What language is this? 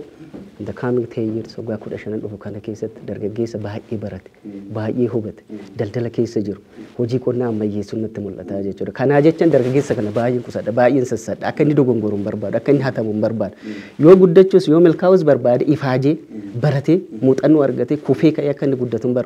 Oromo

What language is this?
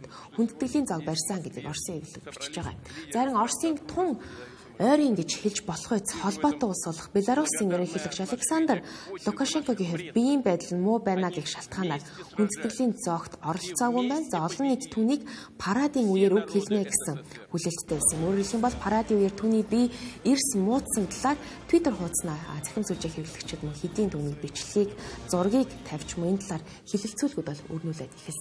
Mongolian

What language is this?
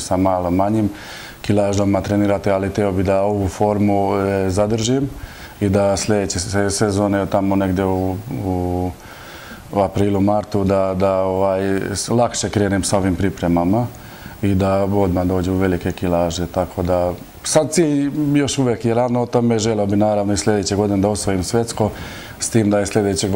Serbian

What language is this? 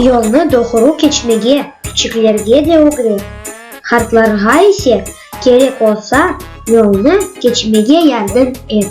Crimean Tatar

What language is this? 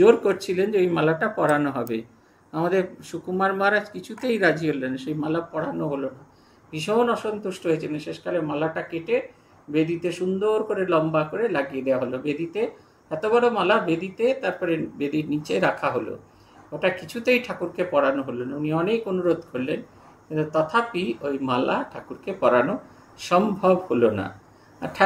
Bangla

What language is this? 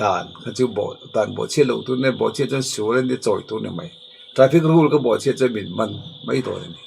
Mizo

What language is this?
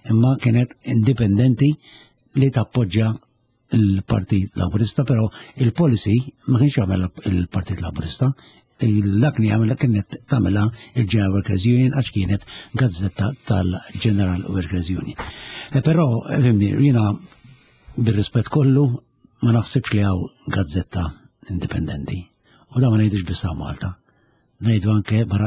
Maltese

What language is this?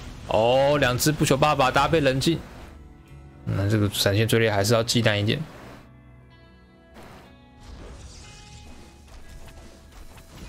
Chinese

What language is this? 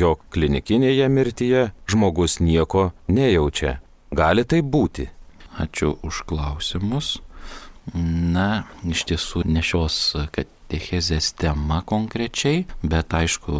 Lithuanian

